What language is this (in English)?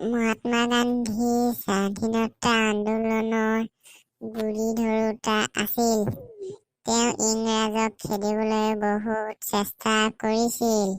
Assamese